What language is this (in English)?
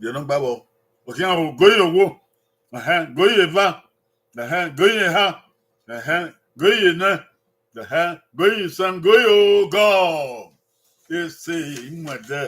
Bini